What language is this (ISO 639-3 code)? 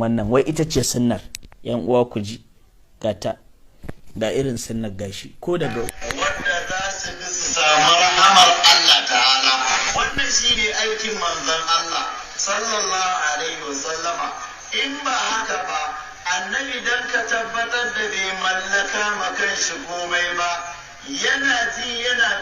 hau